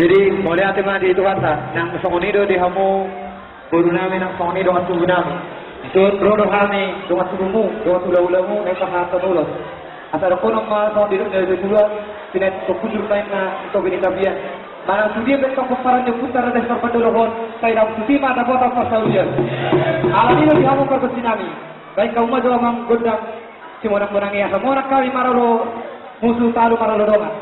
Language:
Batak Toba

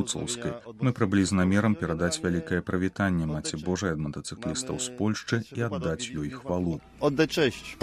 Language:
Belarusian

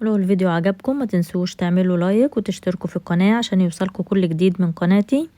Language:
Egyptian Arabic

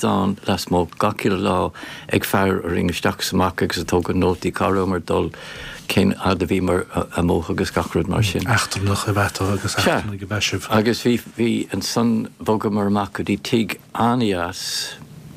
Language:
Irish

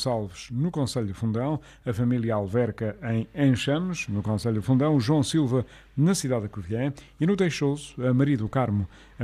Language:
Portuguese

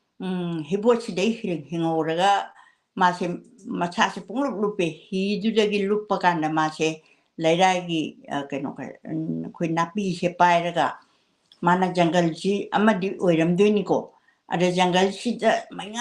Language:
Manipuri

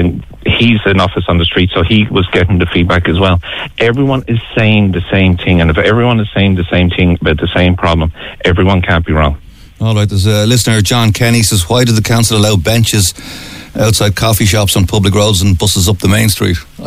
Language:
English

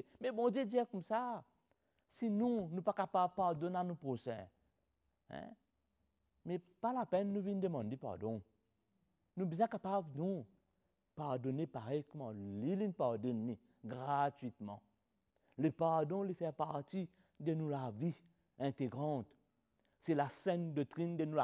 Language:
Morisyen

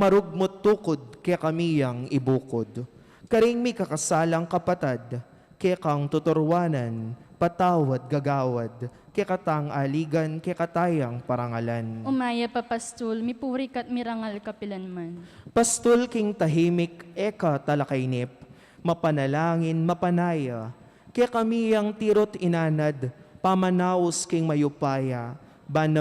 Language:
Pampanga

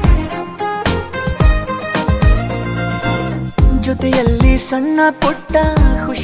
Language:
Kannada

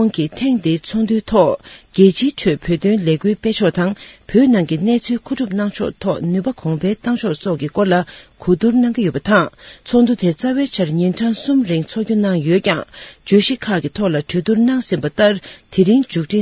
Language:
Tibetan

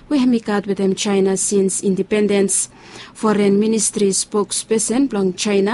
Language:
Bislama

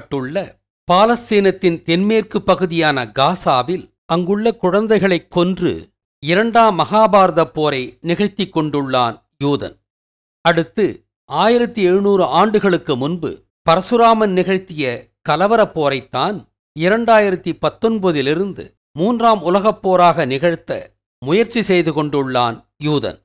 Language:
Tamil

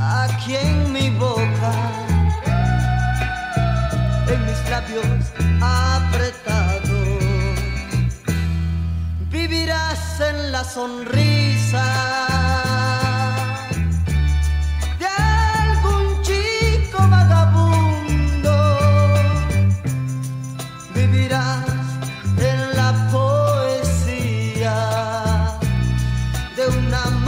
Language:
Spanish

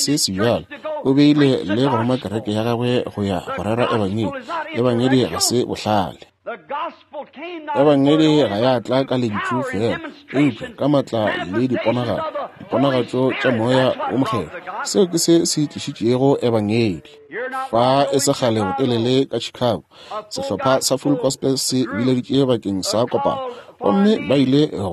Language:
Northern Sotho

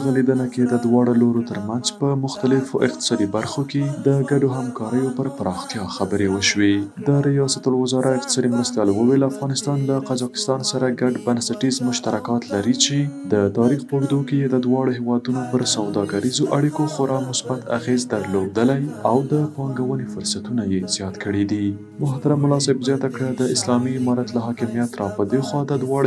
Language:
Pashto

